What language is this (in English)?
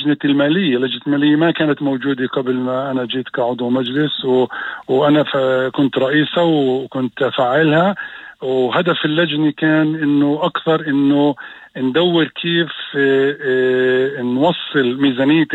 North Levantine Arabic